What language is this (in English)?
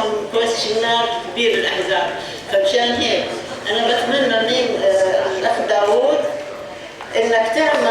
North Levantine Arabic